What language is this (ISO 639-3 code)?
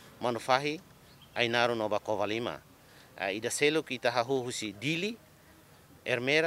tet